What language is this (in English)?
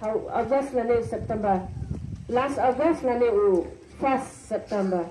Khasi